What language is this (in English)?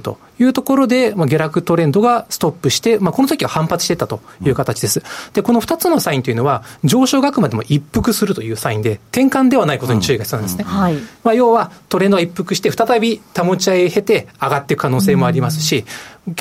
Japanese